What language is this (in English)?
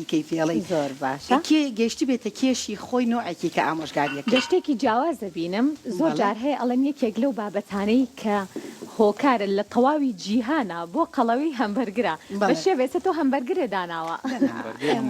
Central Kurdish